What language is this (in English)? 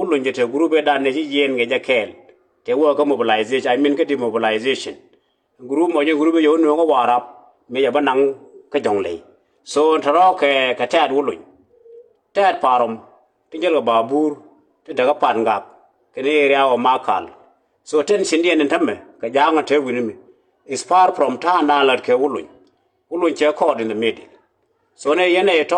Nuer